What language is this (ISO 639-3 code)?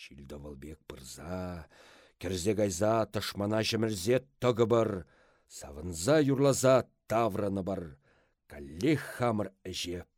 chv